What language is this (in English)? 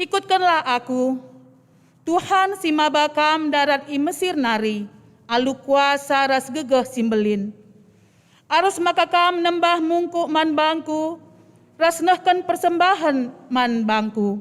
Batak Karo